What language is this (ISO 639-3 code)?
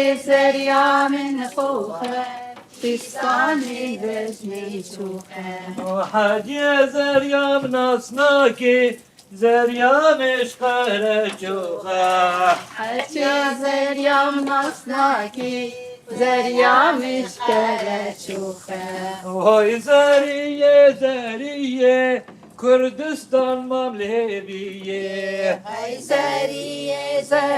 kur